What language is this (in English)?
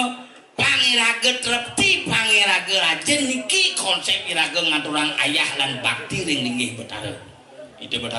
Balinese